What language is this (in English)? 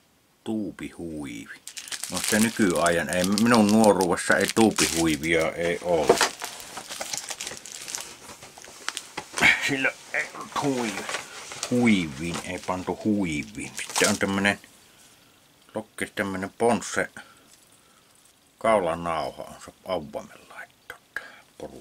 Finnish